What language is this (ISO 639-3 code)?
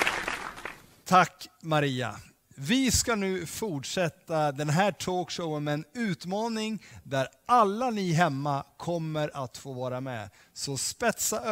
swe